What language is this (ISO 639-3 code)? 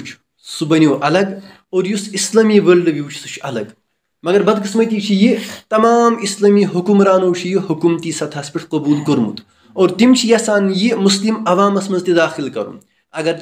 kas